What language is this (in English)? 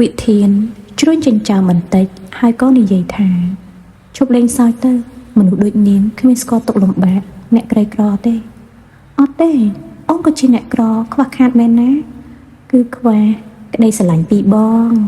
Khmer